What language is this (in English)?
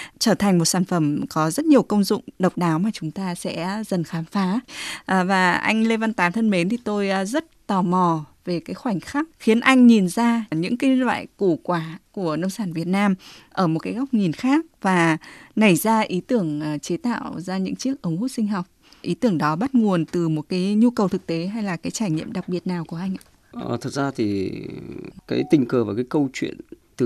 Vietnamese